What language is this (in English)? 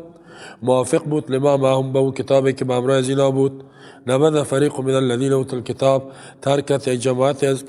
Tajik